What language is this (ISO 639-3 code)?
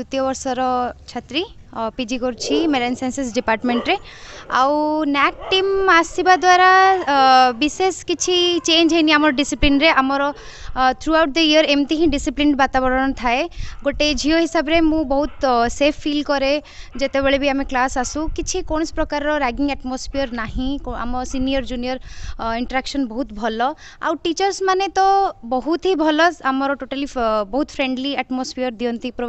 ori